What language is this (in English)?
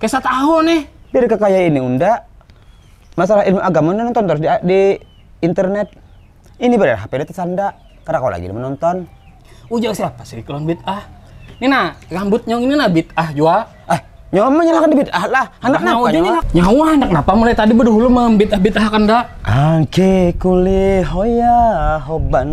Banjar